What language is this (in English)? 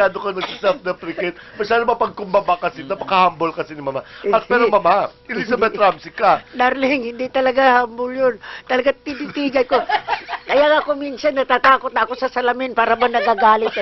Filipino